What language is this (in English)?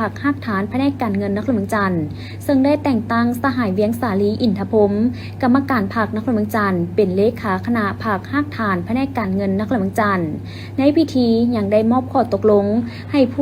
Lao